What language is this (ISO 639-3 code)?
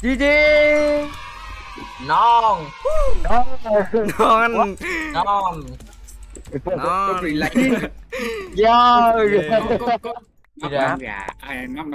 vie